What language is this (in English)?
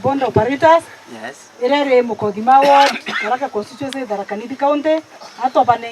Meru